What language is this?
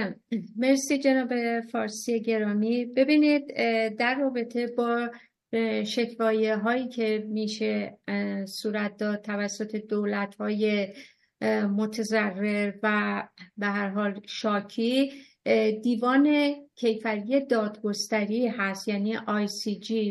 Persian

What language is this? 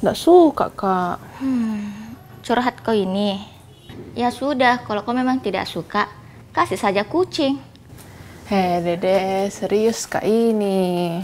Makassar Malay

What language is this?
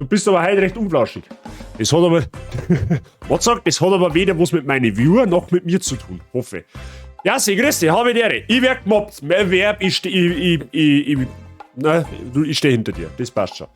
Bavarian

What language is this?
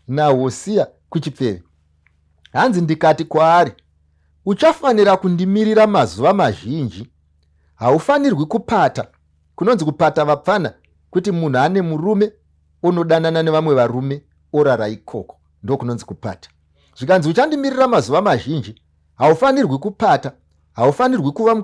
Shona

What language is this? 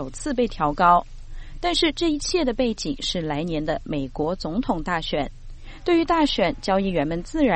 Chinese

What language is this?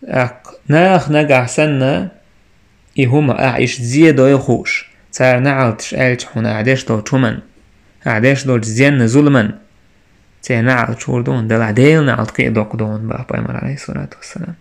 Chechen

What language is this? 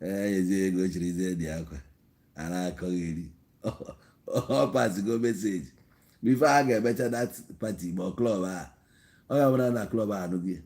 Igbo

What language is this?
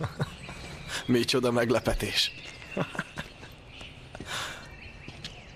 Hungarian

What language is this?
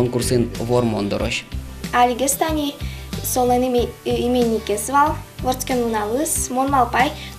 Udmurt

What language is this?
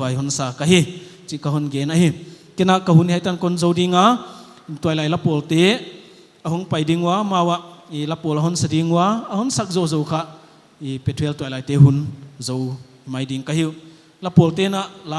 Paite Chin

